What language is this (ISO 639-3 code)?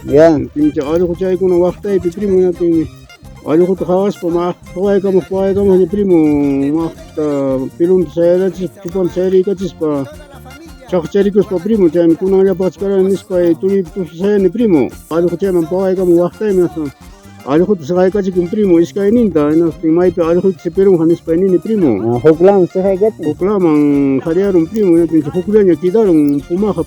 quy